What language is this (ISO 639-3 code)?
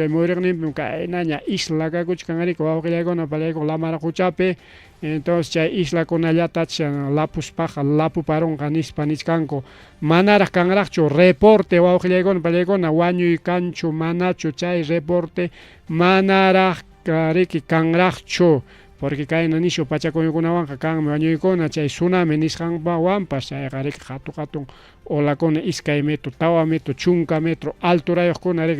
quy